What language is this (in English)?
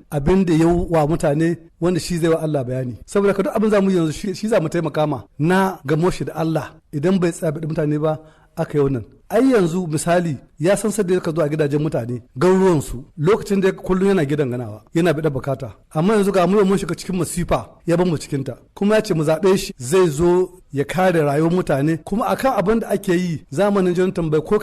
Hausa